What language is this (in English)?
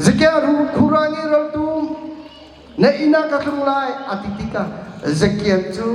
Hakha Chin